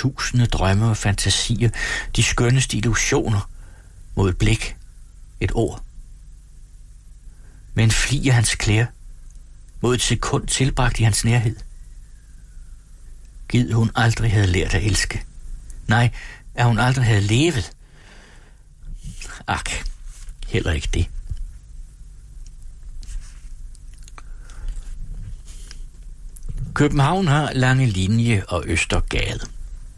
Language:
Danish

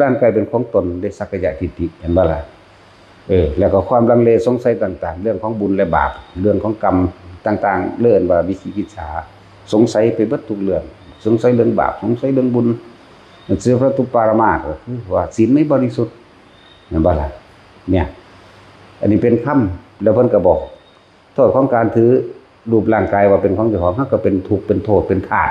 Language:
Northeastern Thai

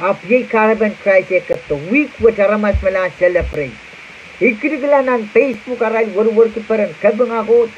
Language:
Pohnpeian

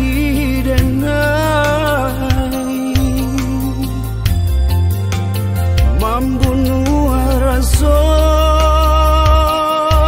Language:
Minangkabau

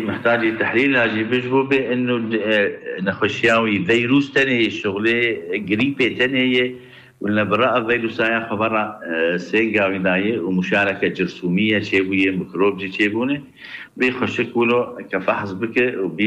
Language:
Kurdish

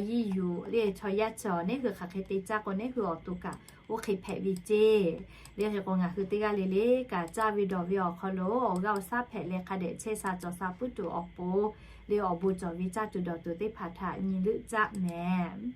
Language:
Lahu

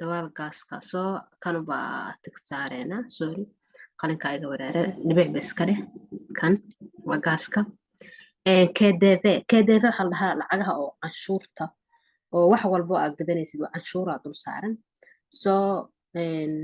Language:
Somali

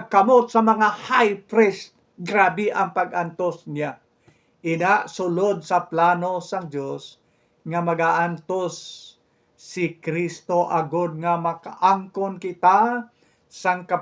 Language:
Hiligaynon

